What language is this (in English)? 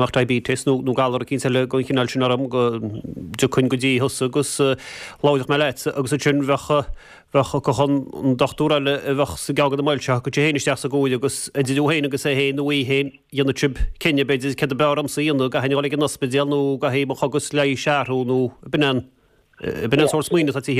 Irish